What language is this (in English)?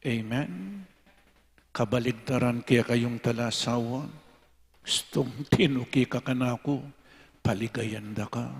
Pampanga